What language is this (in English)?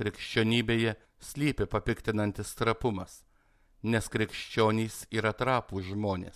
Lithuanian